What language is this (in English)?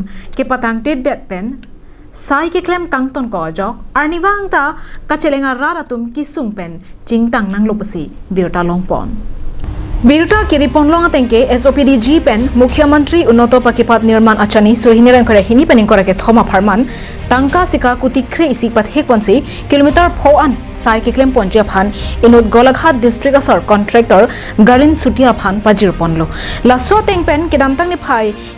Karbi